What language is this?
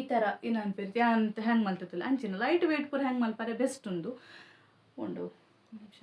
Tulu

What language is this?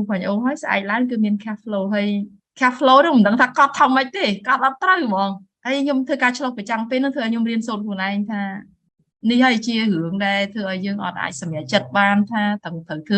Khmer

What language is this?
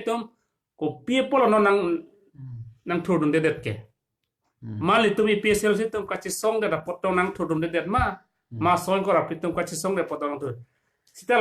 Karbi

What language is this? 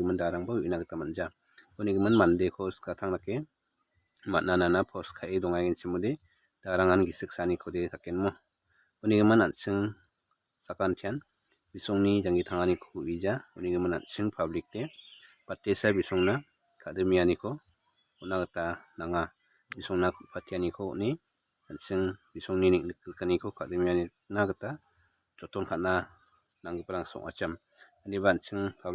Garo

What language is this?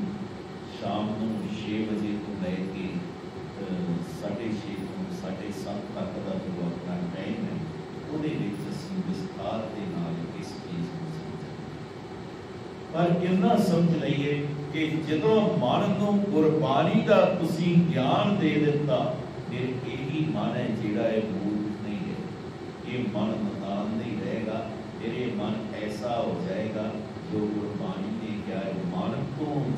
Punjabi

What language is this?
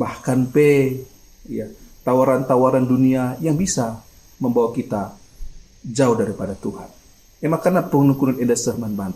Batak Karo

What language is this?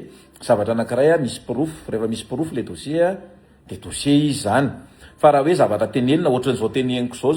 Malagasy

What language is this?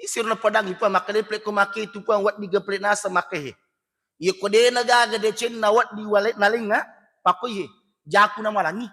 Buginese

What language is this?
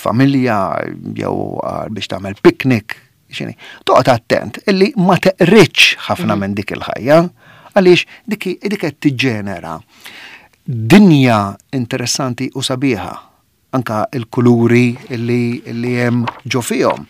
Maltese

